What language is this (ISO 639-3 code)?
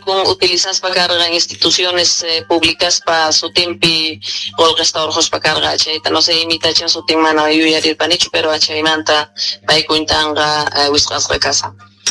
que